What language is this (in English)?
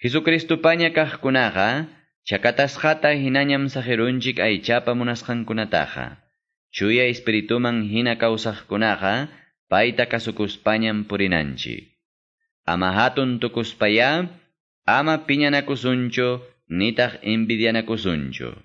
Quechua